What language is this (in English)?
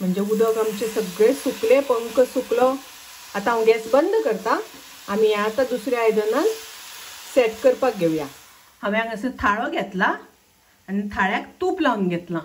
Konkani